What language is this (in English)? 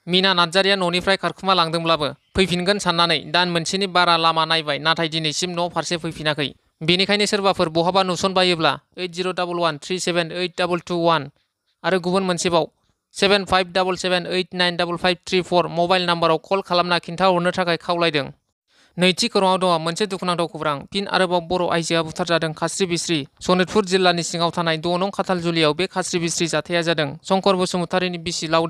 Bodo